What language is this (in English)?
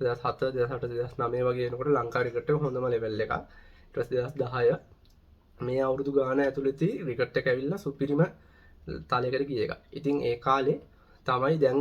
Sinhala